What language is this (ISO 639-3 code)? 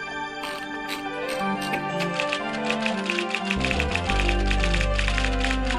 est